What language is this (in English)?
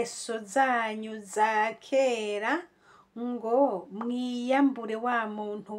Rundi